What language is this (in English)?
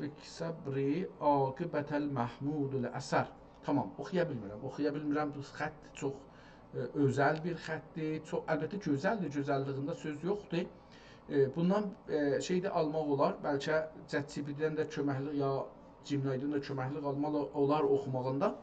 South Azerbaijani